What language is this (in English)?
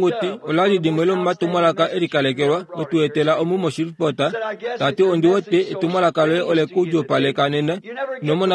Kuanyama